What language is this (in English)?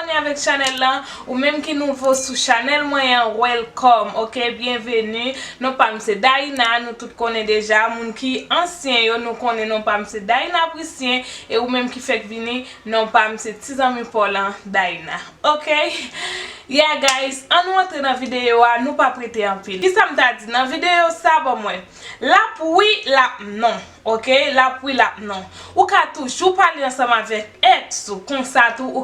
Haitian Creole